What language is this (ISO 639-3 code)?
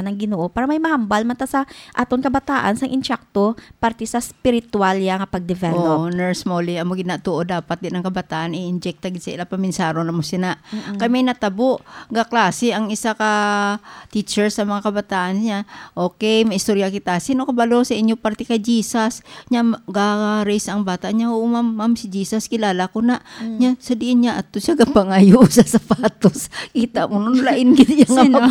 hil